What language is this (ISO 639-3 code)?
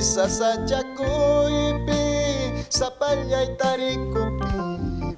quy